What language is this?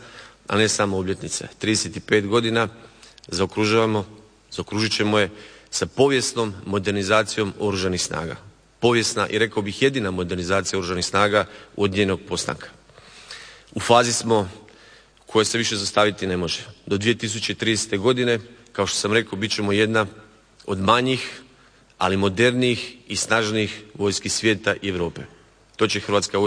Croatian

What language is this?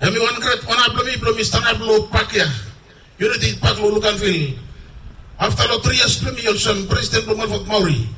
Bislama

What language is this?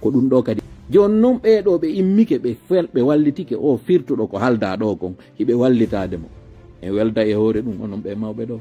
Fula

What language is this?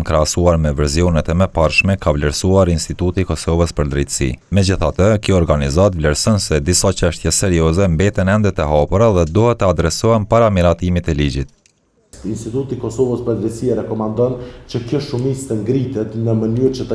Albanian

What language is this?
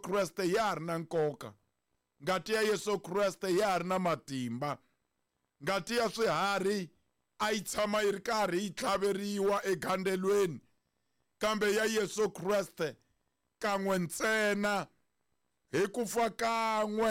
Tsonga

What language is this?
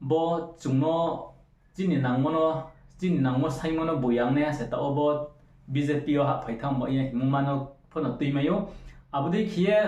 Riang (India)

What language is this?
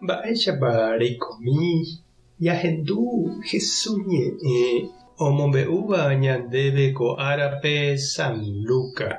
Guarani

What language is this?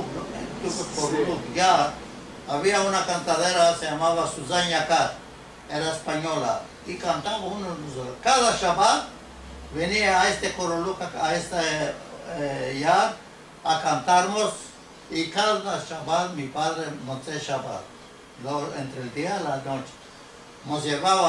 Ladino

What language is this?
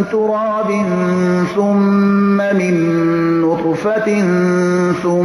Persian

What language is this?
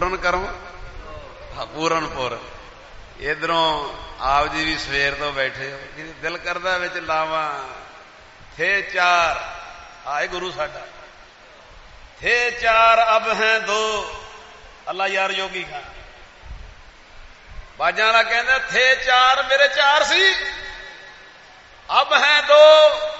Punjabi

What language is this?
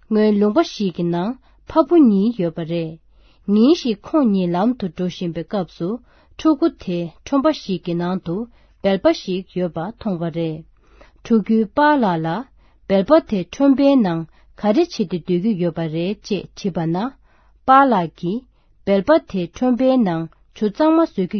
Tibetan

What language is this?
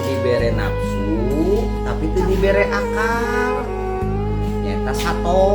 Sundanese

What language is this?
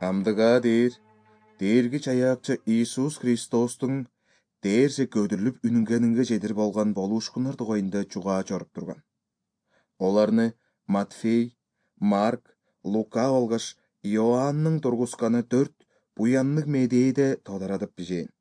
Kyrgyz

